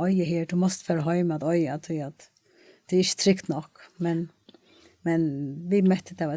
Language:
Faroese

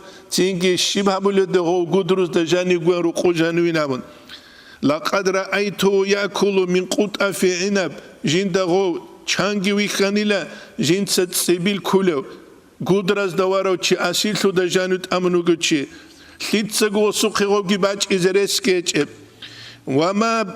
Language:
Avaric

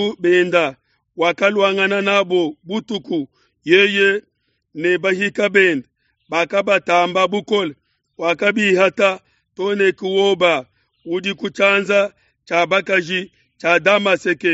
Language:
Luba-Lulua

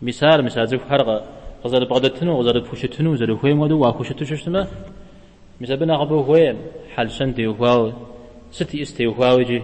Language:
Kabardian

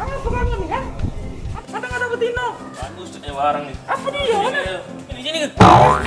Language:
Musi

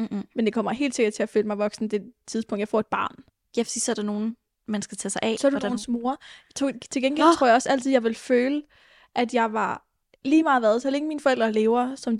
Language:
Danish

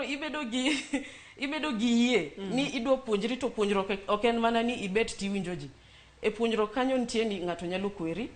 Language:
Luo (Kenya and Tanzania)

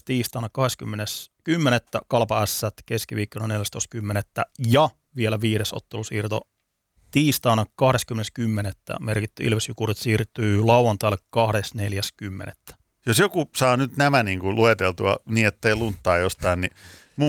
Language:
Finnish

